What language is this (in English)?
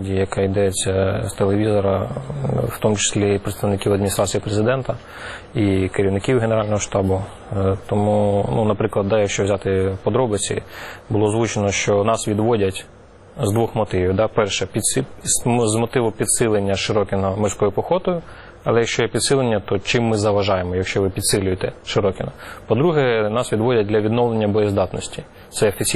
Ukrainian